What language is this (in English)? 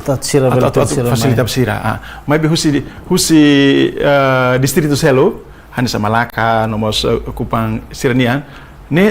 Tetum